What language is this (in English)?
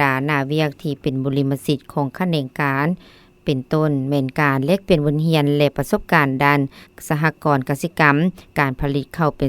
Lao